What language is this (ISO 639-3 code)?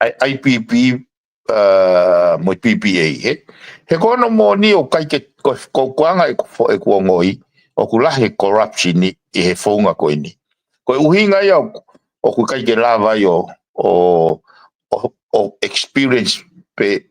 ton